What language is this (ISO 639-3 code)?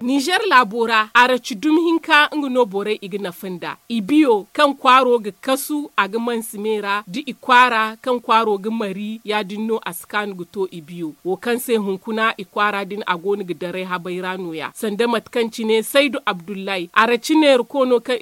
dje